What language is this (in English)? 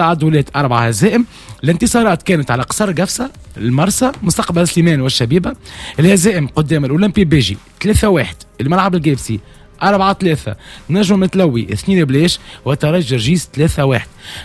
Tunisian Arabic